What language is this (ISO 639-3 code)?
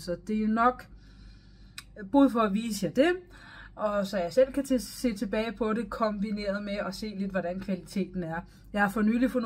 dan